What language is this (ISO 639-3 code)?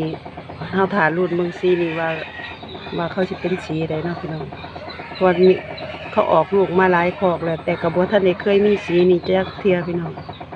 lao